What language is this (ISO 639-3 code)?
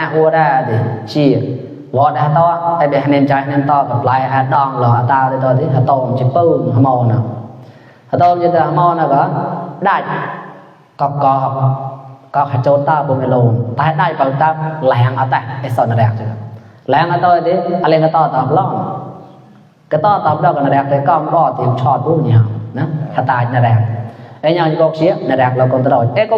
mnw